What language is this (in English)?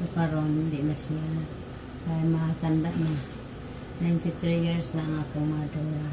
Cebuano